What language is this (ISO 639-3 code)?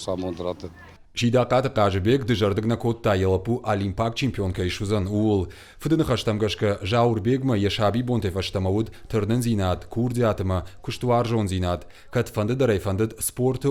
oss